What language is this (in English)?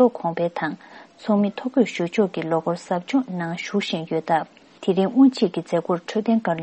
Tibetan